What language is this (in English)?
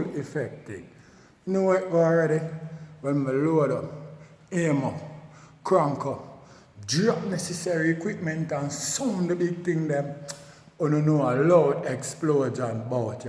Jamaican Creole English